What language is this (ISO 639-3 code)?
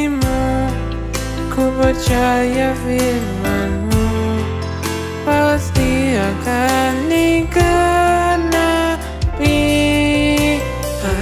ind